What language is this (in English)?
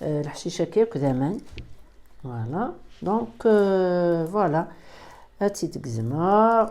Kabyle